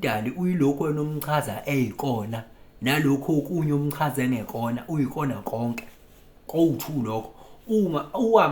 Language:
Zulu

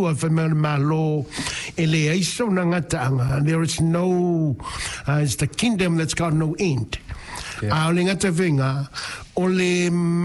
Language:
Samoan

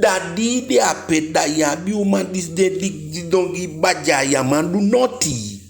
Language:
Eastern Maroon Creole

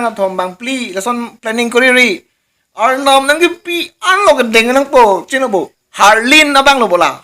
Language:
Karbi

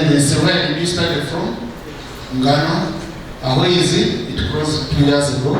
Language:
Nyankole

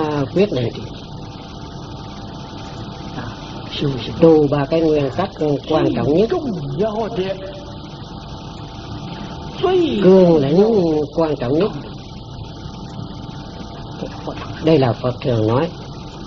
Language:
Vietnamese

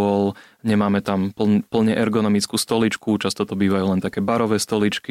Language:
Slovak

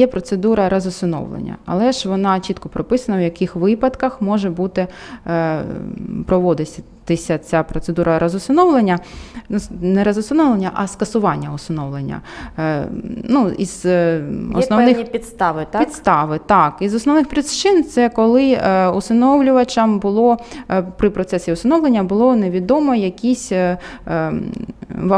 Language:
Ukrainian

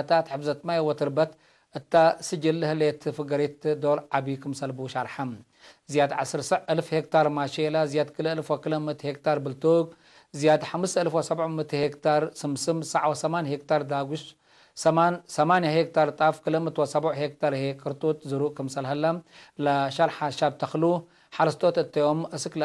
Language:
Tigre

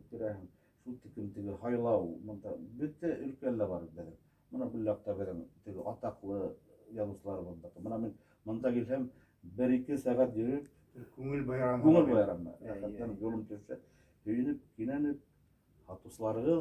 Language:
Bashkir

